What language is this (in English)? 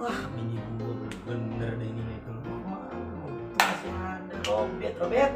Betawi